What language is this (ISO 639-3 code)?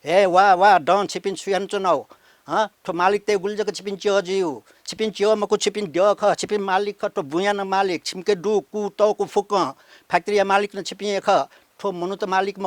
new